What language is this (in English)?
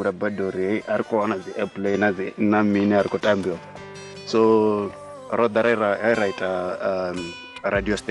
Venda